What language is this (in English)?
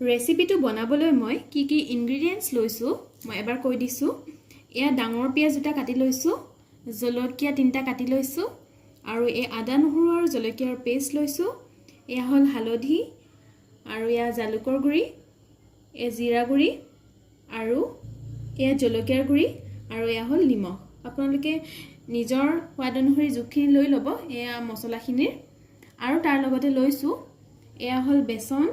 Assamese